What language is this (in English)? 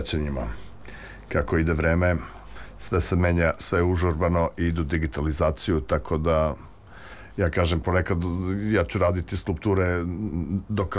Serbian